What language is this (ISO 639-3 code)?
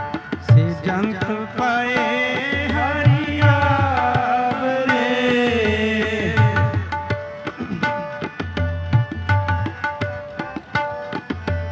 pan